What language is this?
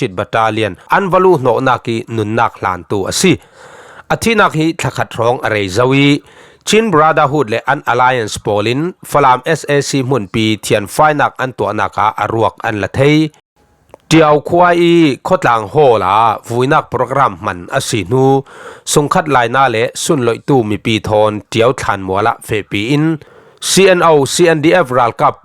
Falam Chin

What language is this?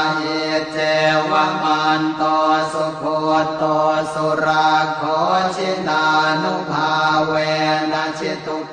Pali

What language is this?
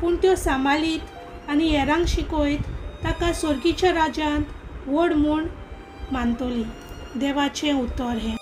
Konkani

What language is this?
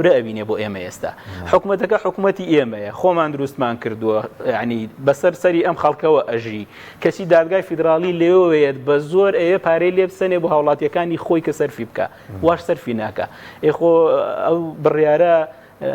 Central Kurdish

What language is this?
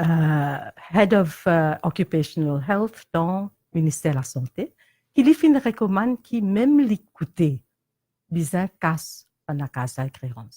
Morisyen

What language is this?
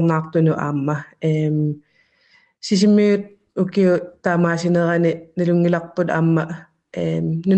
Kalaallisut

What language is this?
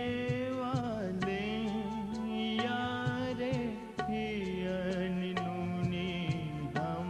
Divehi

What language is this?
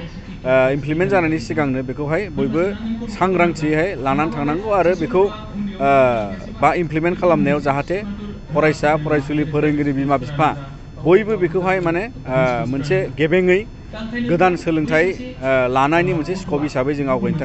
Bodo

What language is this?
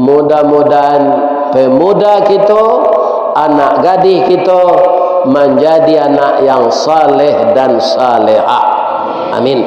Minangkabau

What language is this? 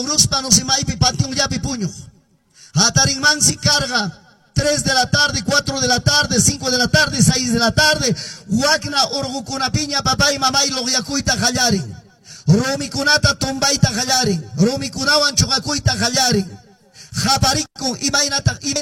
Quechua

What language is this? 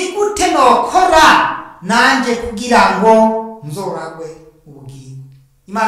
Rundi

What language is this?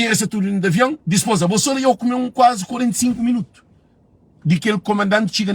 Kabuverdianu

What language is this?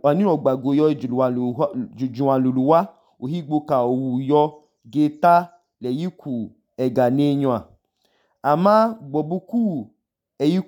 Idoma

